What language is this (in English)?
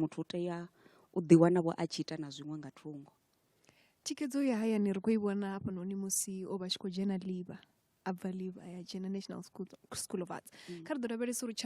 Venda